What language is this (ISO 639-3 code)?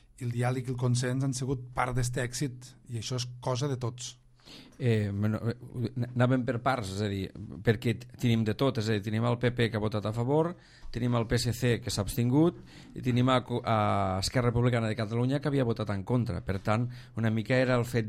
cat